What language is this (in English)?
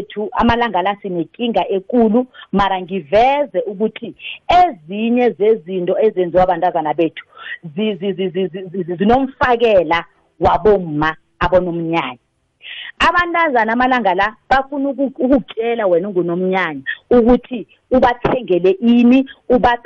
South Ndebele